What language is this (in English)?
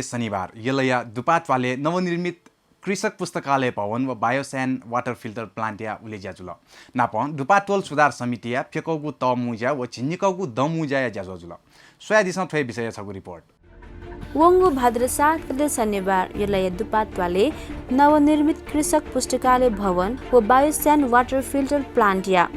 Newari